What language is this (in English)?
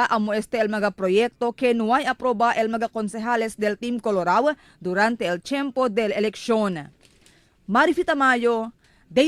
Chavacano